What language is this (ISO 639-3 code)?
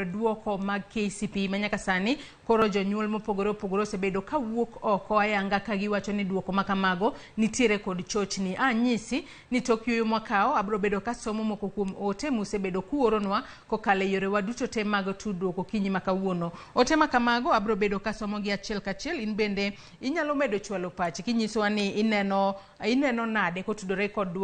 luo